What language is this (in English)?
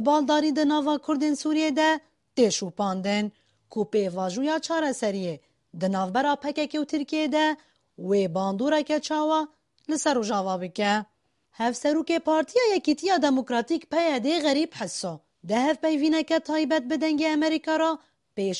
Kurdish